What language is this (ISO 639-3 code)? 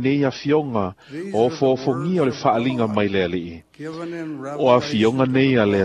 smo